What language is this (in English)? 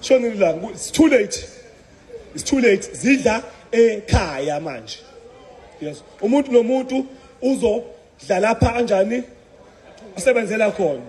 Zulu